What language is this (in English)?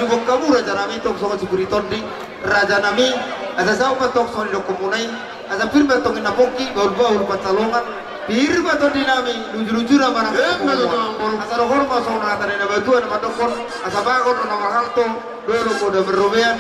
Batak Toba